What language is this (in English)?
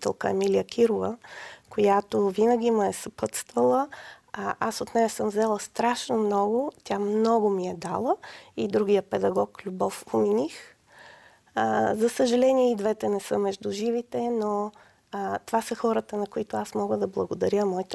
Bulgarian